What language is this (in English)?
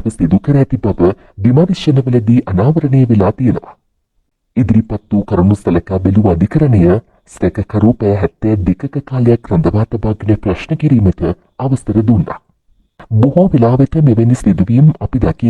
Sinhala